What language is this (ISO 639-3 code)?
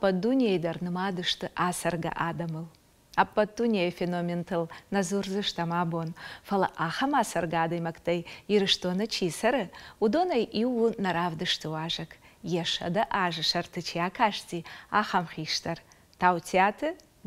oss